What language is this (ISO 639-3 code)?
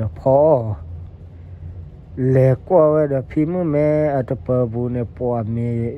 ksw